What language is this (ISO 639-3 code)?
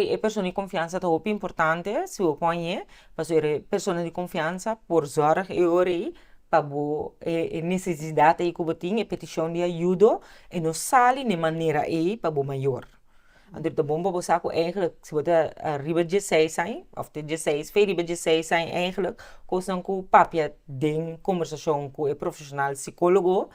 pap